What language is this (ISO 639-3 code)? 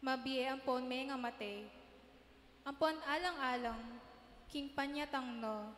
pam